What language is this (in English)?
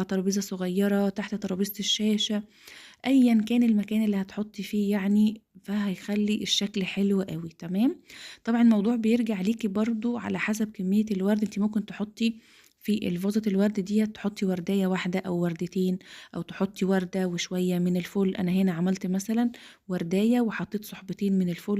Egyptian Arabic